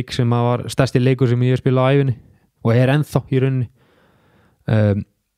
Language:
Icelandic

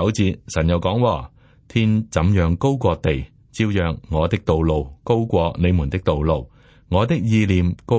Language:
Cantonese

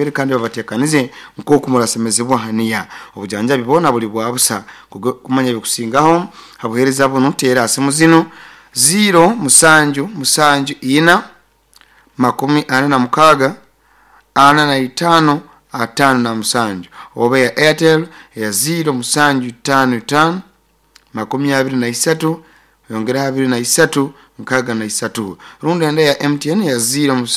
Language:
Nyoro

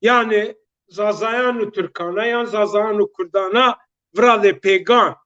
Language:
Zaza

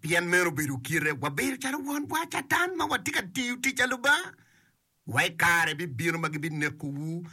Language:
Acoli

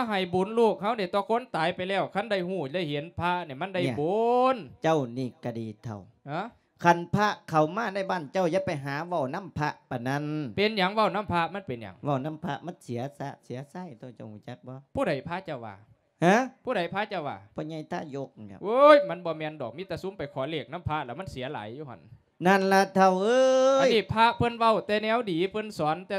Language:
Lao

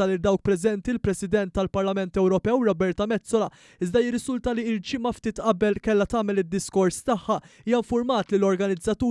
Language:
Maltese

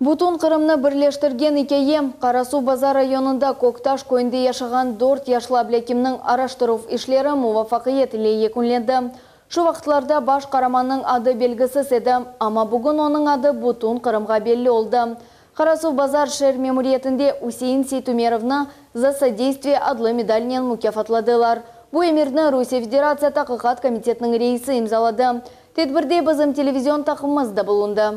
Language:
Crimean Tatar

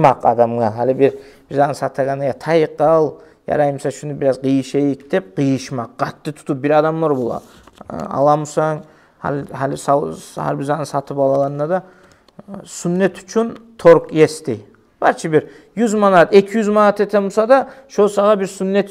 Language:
Kumyk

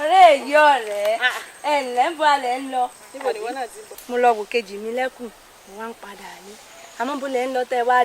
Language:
Yoruba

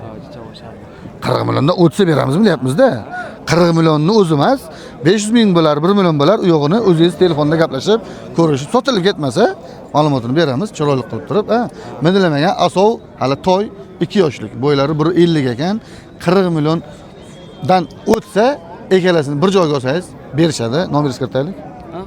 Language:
Uzbek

